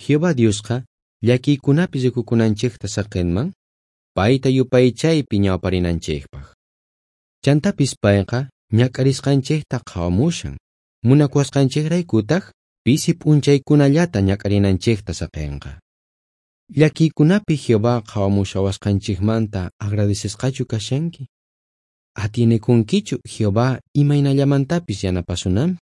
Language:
South Bolivian Quechua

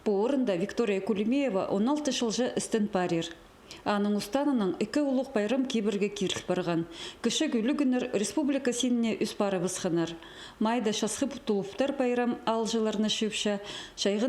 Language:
Khakas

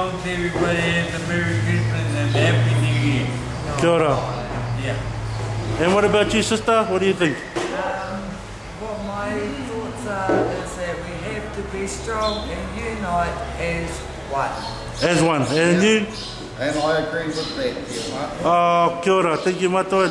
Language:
English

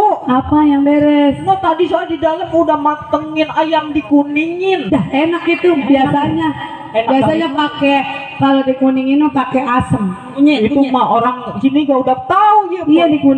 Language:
Betawi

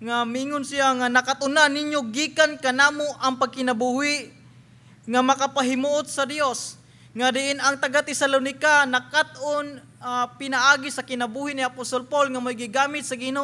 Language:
Cebuano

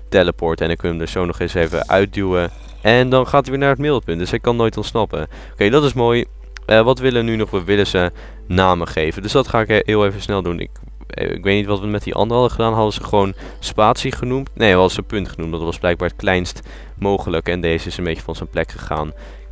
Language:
Dutch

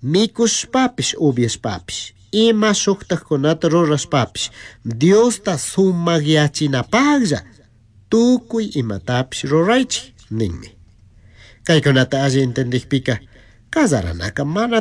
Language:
Chimborazo Highland Quichua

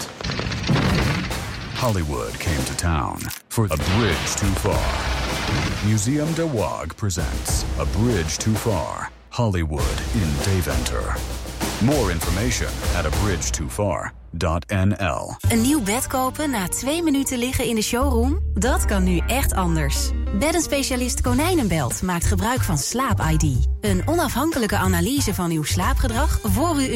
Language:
Dutch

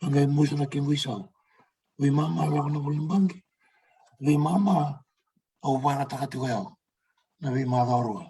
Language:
Fijian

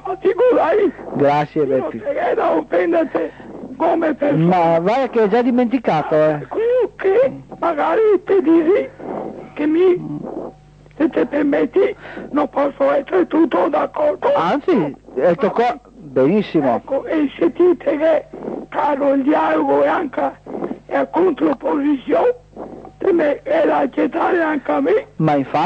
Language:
Italian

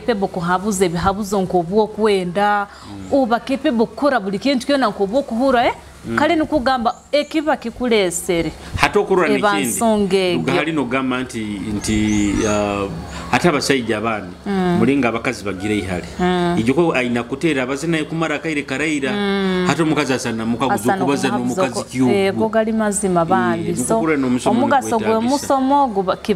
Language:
Nyoro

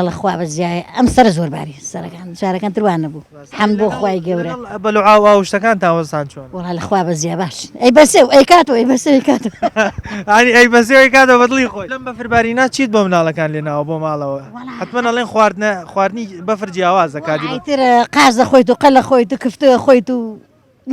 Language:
Central Kurdish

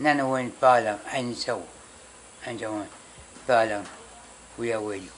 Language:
Pohnpeian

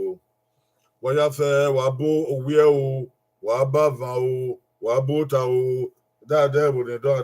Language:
Bini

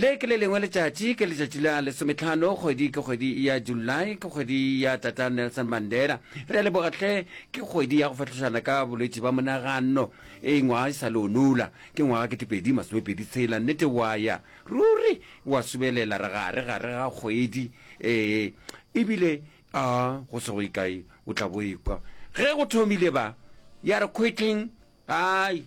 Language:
Northern Sotho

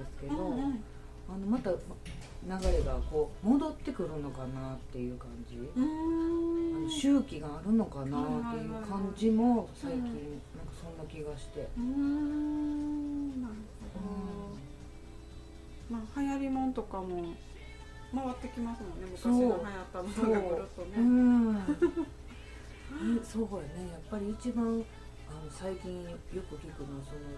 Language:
Japanese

